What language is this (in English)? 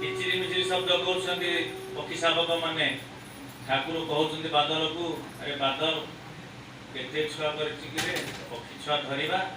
Odia